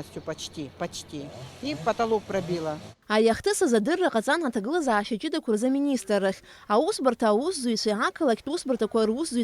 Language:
Abkhazian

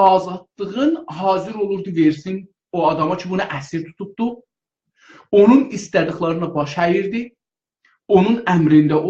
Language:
South Azerbaijani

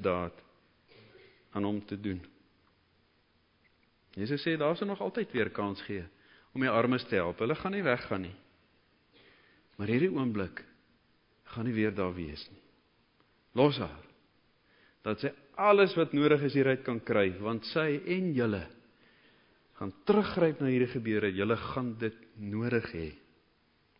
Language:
Afrikaans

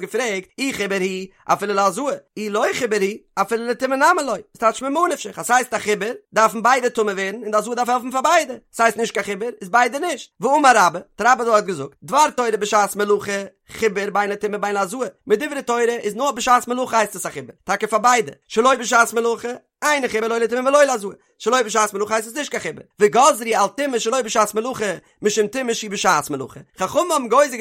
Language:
Yiddish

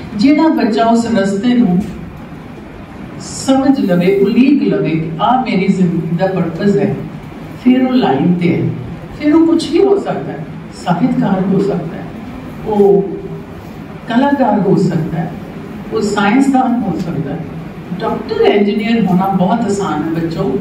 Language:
Punjabi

